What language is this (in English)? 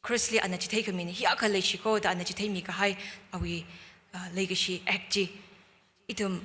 Tangkhul Naga (India)